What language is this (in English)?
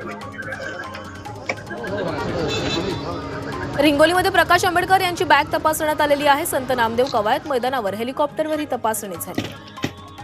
Marathi